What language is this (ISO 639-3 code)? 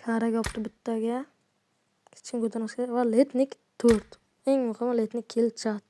uzb